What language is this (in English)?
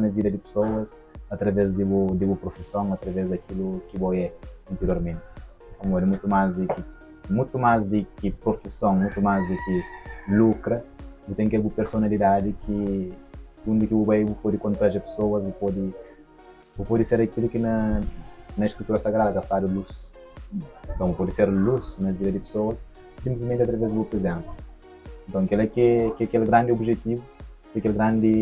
Kabuverdianu